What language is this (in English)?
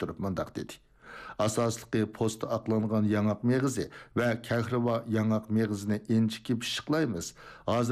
Uyghur